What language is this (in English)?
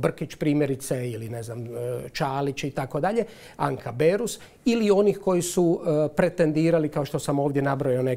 Croatian